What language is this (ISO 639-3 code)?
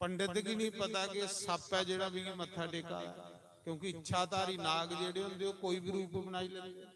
doi